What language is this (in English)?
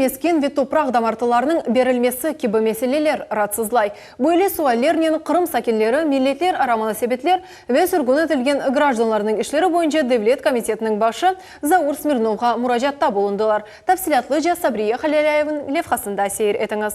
Crimean Tatar